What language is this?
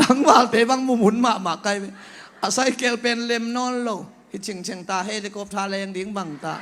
Tedim Chin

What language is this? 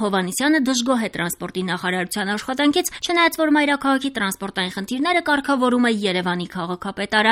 Armenian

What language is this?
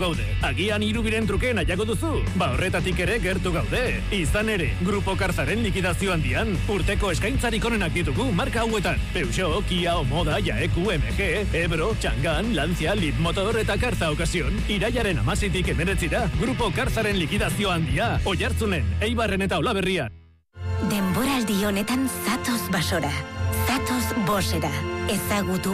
Basque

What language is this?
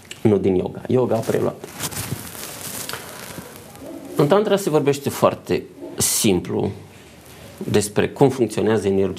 Romanian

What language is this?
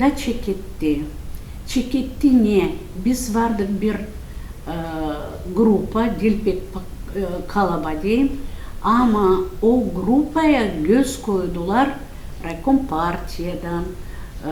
Gagauz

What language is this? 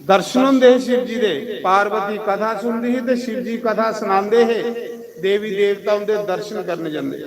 Dogri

